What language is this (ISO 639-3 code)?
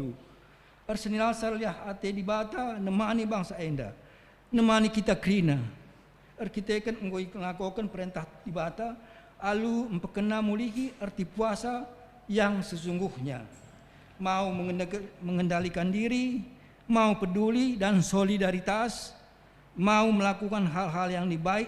btx